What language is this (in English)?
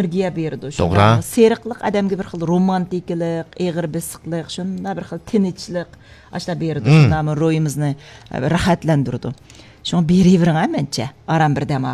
Uyghur